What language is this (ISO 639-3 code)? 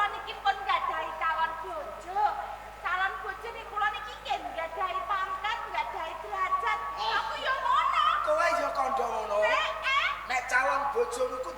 jav